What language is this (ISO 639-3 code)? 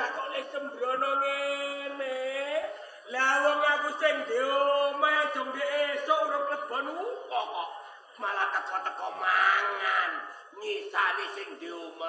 jav